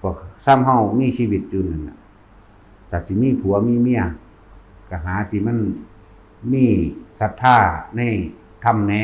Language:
Northeastern Thai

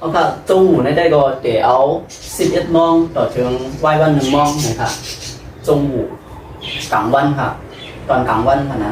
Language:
Shan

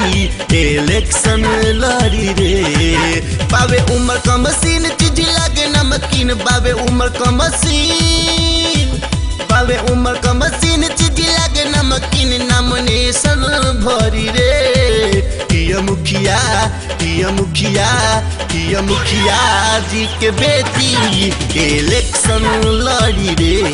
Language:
Bhojpuri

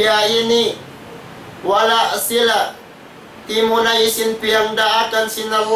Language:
Tausug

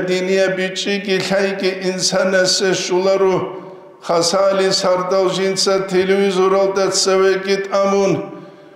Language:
Avaric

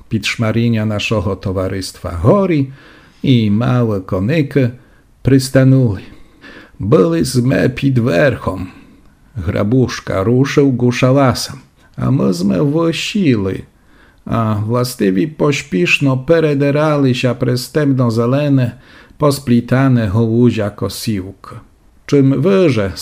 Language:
Rusyn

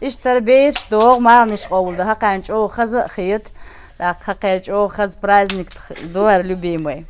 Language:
Chechen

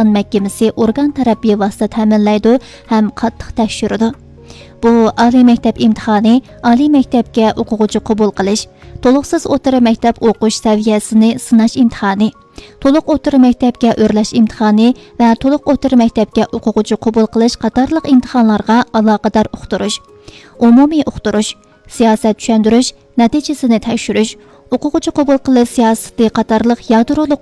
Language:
Uyghur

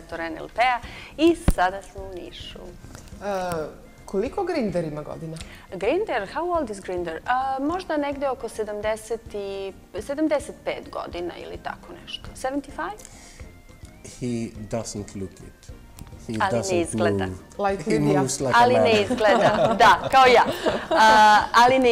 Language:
Serbian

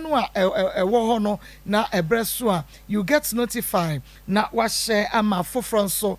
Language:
Akan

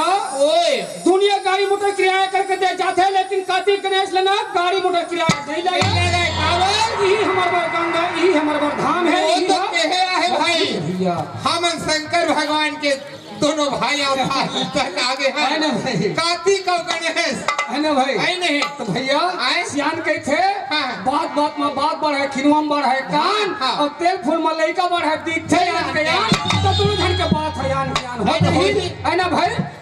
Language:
Chhattisgarhi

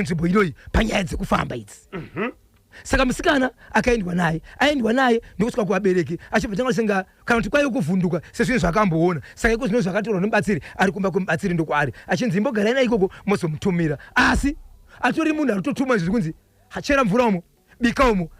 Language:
Shona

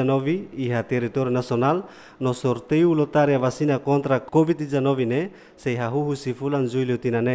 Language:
Tetum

